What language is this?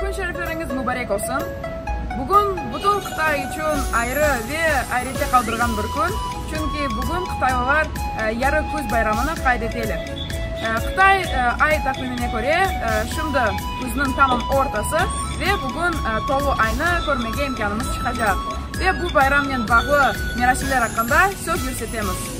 Crimean Tatar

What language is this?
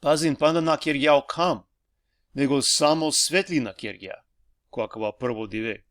Balkan Romani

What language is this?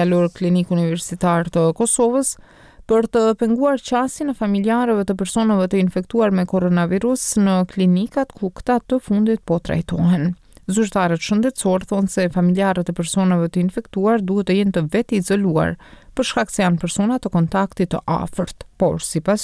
Albanian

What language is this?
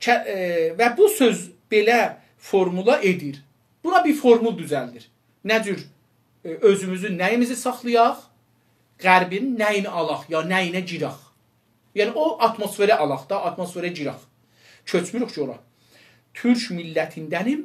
South Azerbaijani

